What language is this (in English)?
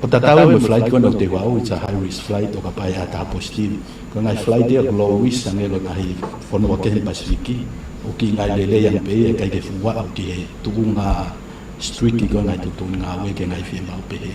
Tongan